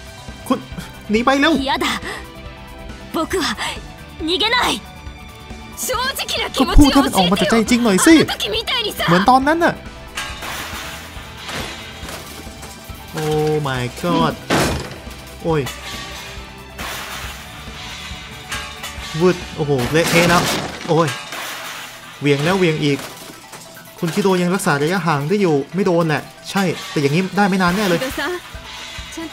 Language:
Thai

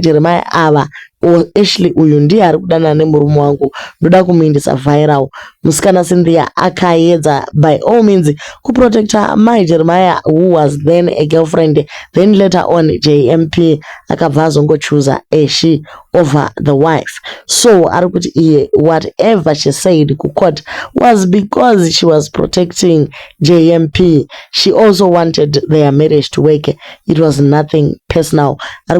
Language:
Shona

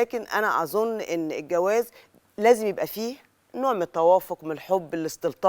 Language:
Egyptian Arabic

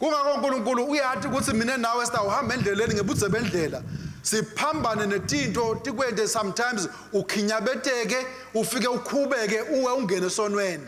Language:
Swati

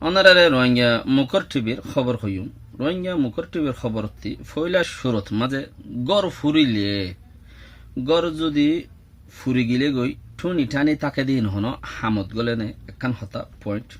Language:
Rohingya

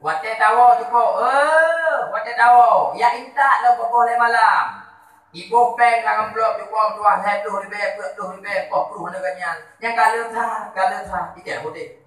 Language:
Achinese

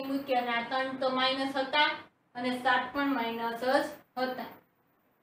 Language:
Gujarati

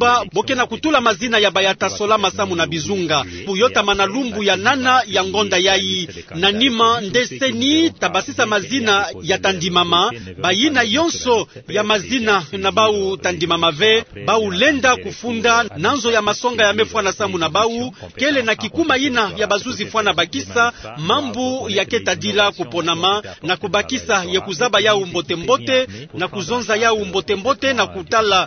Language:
Kituba (Democratic Republic of Congo)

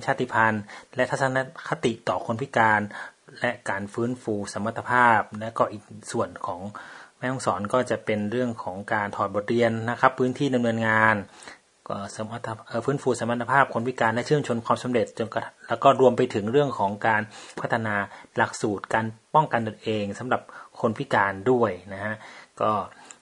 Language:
Thai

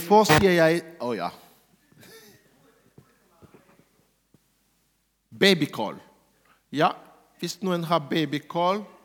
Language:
Norwegian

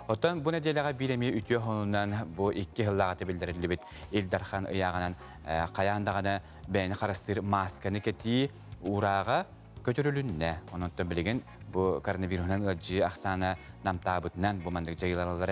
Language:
Yakut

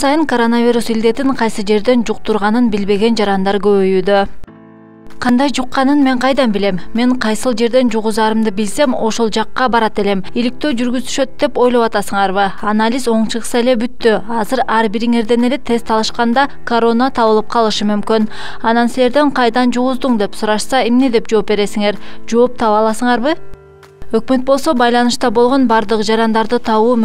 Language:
Kyrgyz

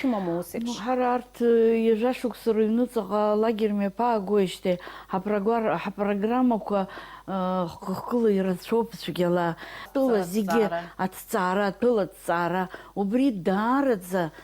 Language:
Abkhazian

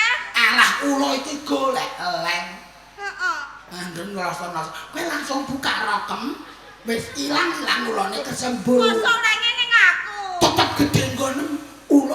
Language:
Javanese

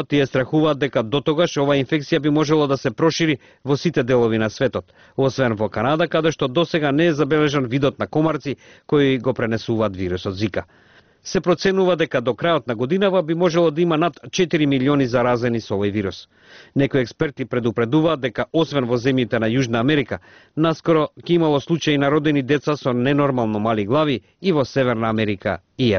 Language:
Macedonian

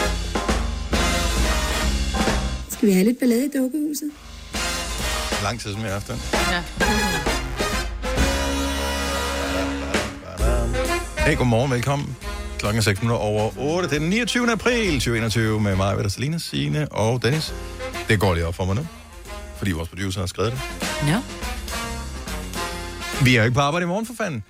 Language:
Danish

